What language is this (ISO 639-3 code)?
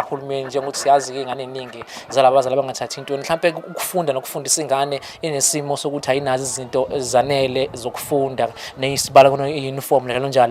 zul